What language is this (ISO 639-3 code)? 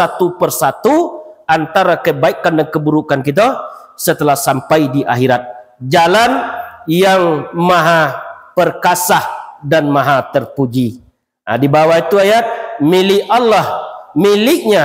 min